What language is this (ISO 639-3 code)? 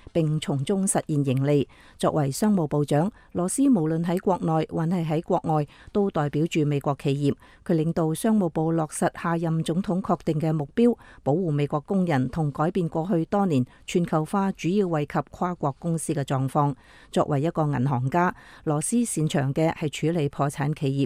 yue